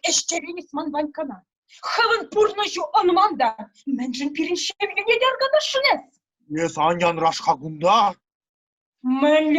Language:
Chuvash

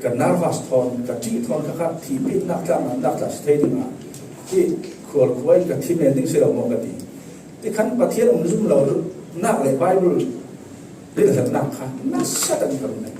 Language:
Falam Chin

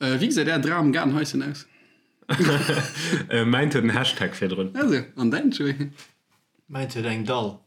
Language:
Luxembourgish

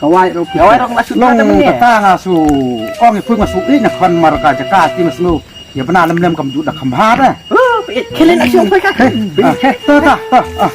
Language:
Khasi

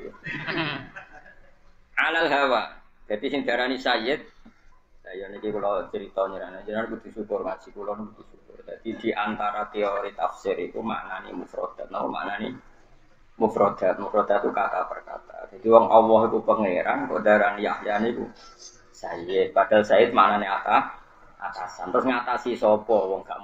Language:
Javanese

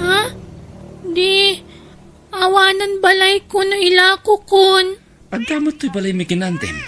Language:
Iloko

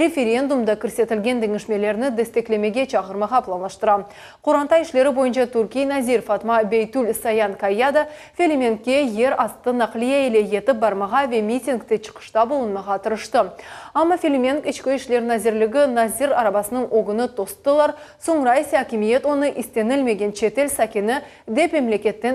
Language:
Crimean Tatar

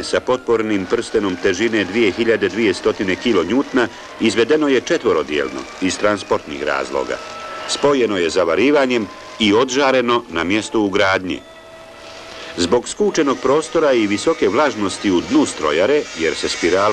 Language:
Bosnian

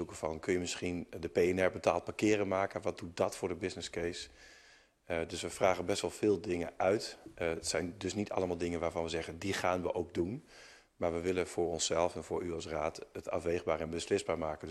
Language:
Dutch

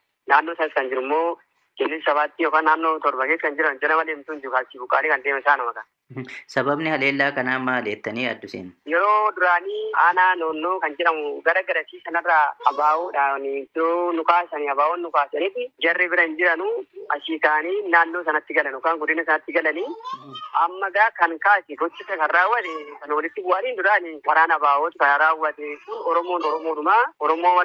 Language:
Oromo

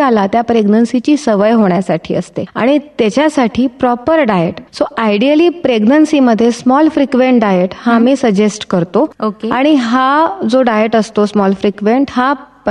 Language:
Marathi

